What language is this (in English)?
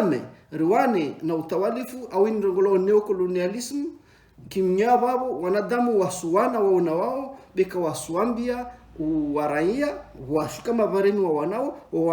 Ngazidja Comorian